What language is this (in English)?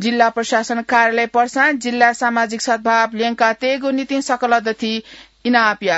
Newari